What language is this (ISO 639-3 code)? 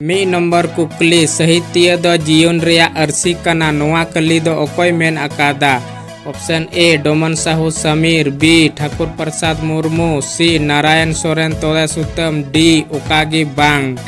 sat